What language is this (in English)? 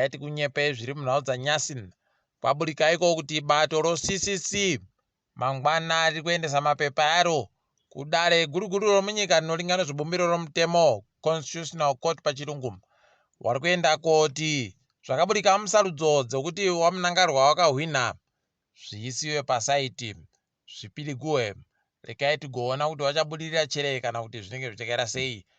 Ndau